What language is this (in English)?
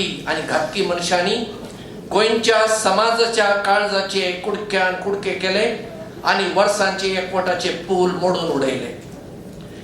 Konkani